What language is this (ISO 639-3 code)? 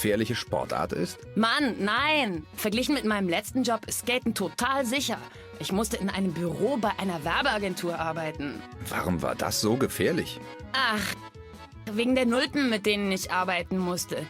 gsw